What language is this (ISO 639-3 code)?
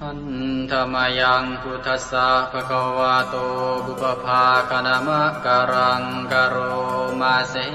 pli